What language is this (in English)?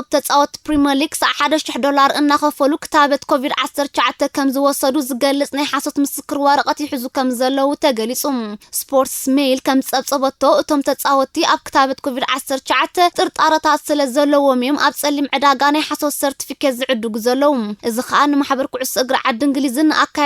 Tigrinya